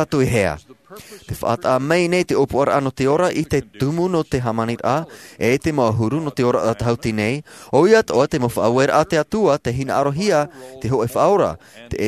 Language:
Tahitian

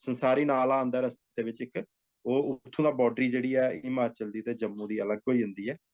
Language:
Dogri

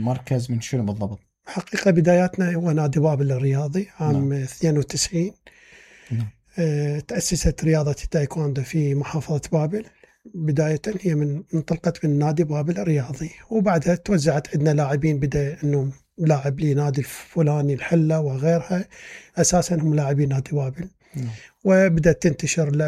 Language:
Mesopotamian Arabic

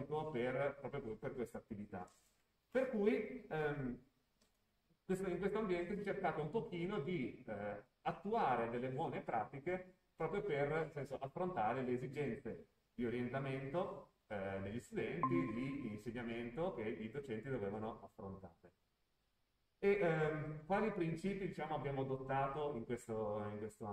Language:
Italian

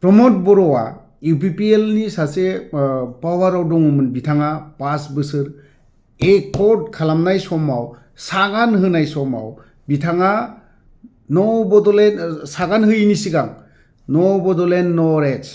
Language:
Bodo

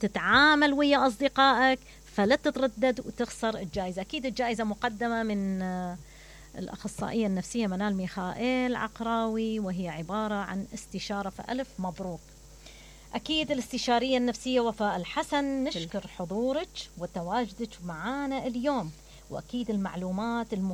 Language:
Mesopotamian Arabic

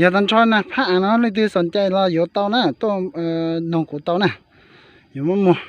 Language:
Hmong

